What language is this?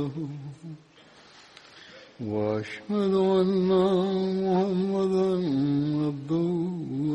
Turkish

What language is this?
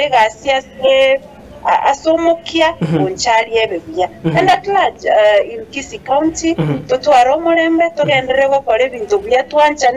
Gusii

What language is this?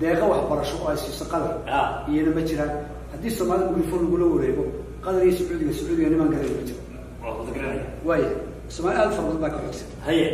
Somali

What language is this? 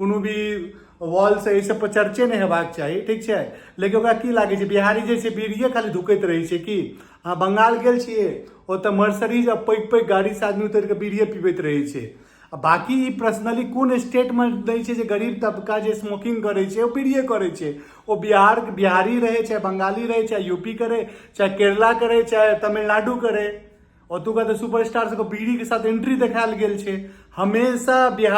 Maithili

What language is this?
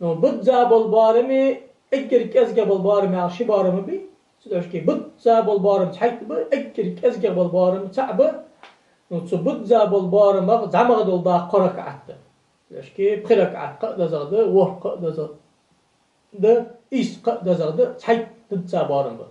Ingush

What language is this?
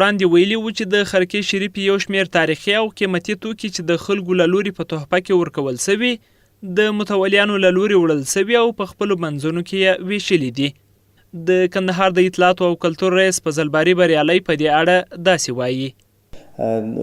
Pashto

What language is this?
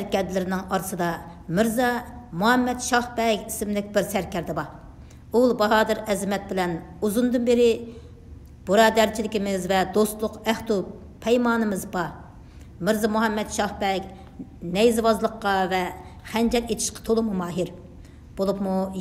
Uyghur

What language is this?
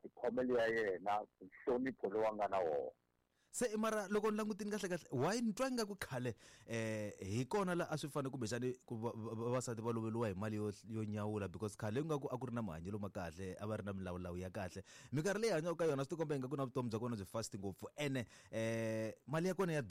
Tsonga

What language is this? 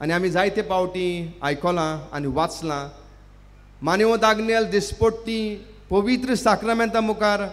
Konkani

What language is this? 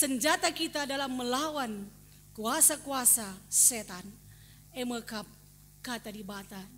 Batak Karo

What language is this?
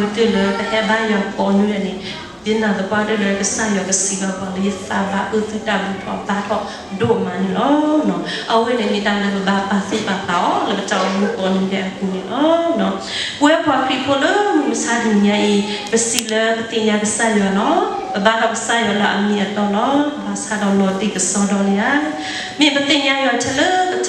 S'gaw Karen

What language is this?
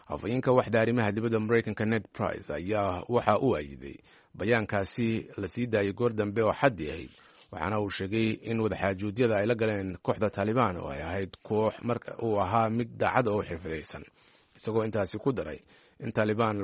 Somali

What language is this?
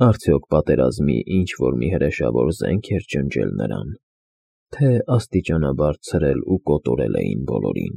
Armenian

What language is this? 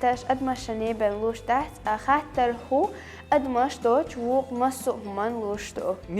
Chechen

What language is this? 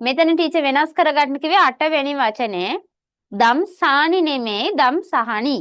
Sinhala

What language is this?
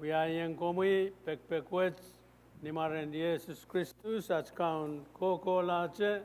Pohnpeian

